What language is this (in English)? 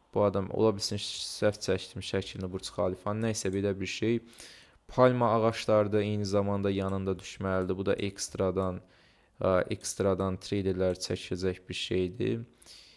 Azerbaijani